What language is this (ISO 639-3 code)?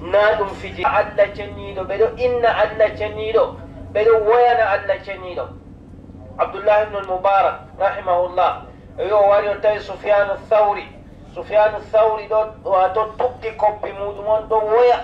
fub